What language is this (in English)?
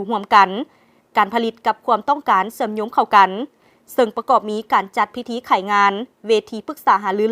Lao